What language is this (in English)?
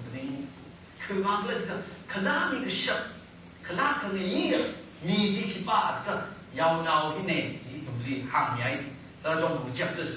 Tangkhul Naga (India)